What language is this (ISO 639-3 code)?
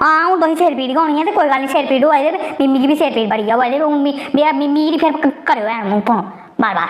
doi